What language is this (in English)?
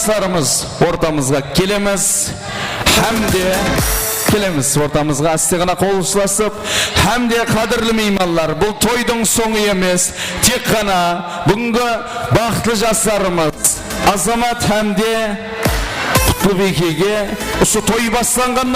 Kara-Kalpak